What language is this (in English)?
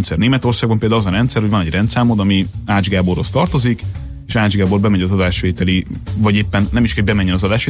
Hungarian